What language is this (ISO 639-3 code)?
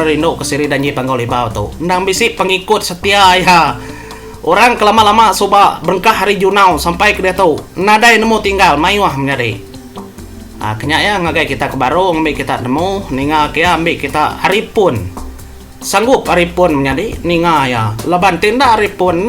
iba